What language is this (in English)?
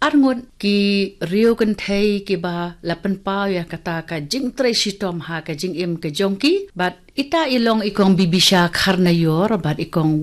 Khasi